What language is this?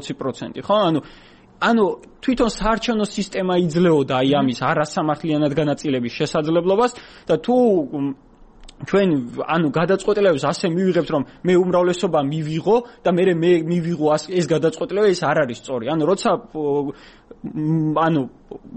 Georgian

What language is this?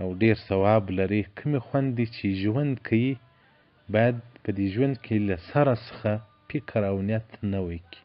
Pashto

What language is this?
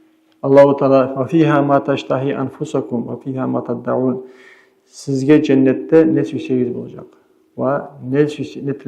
Kumyk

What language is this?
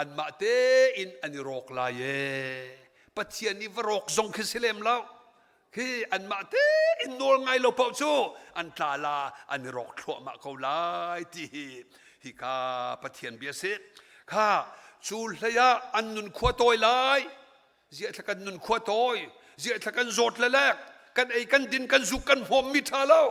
Hakha Chin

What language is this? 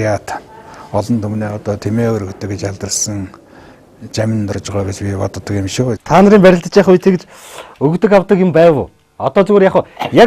Mongolian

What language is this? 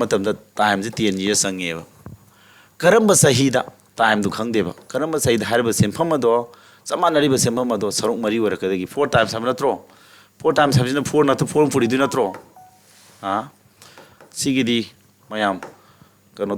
Manipuri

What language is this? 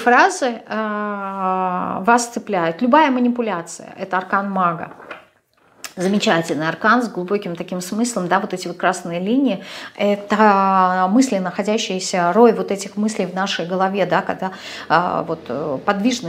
Russian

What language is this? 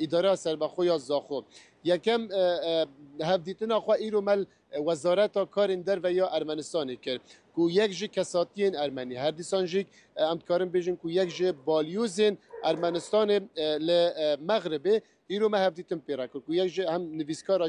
Kurdish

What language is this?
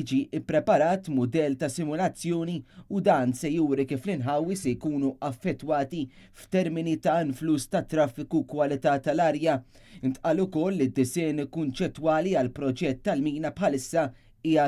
Maltese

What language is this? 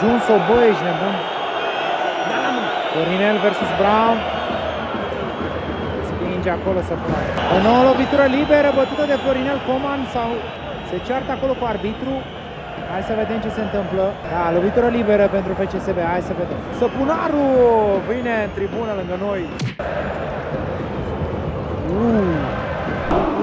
Romanian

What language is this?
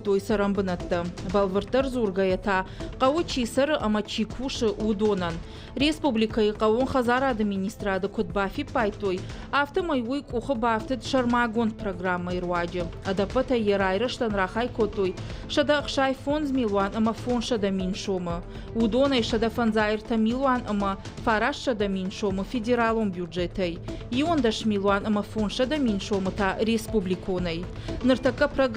Ossetic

